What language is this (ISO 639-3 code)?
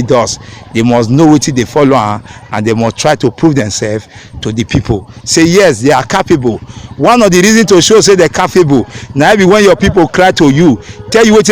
pcm